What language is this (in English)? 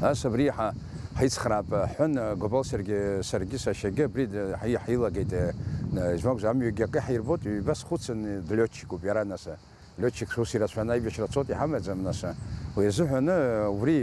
Abkhazian